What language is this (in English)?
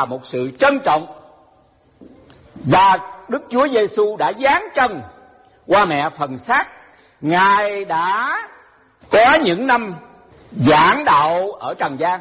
Vietnamese